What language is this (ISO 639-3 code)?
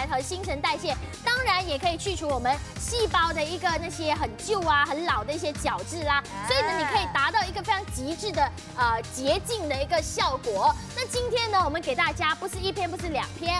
zho